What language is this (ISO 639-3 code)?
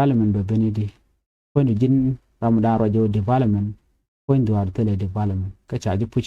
nus